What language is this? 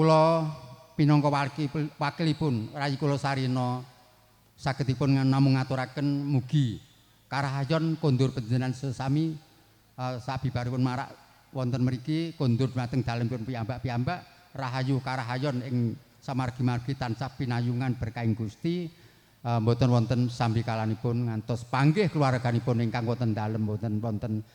Javanese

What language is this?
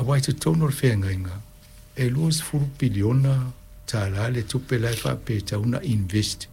Samoan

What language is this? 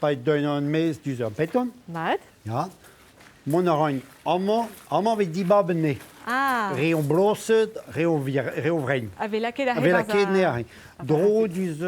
Breton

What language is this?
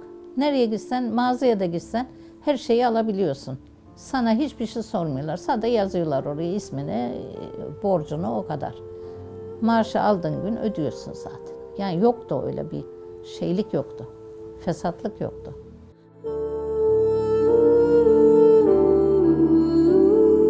Turkish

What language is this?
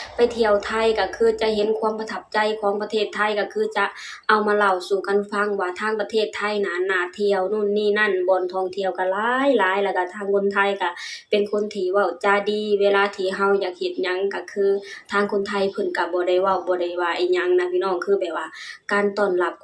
Lao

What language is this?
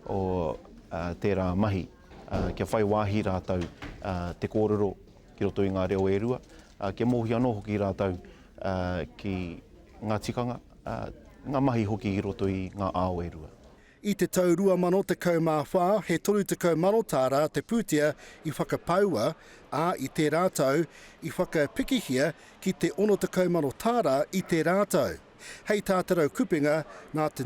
Māori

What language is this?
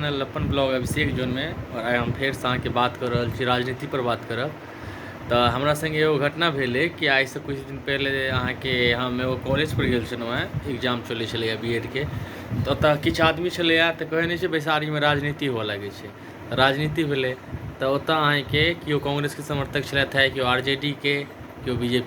Maithili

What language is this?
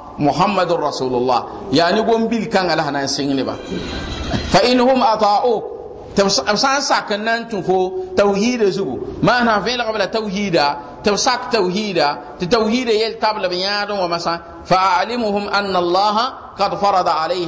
Mossi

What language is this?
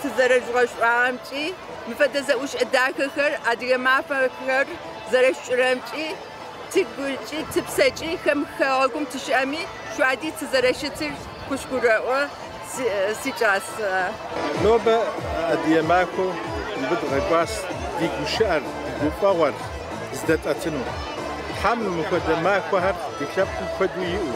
Kabardian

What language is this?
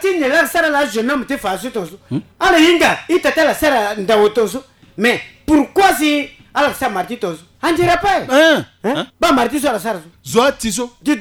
Sango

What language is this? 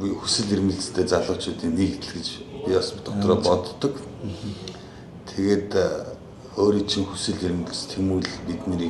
Mongolian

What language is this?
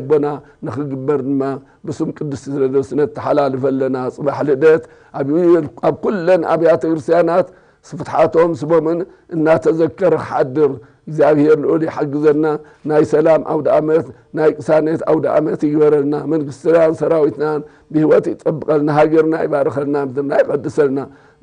Tigrinya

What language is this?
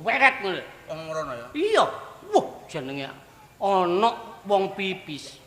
Javanese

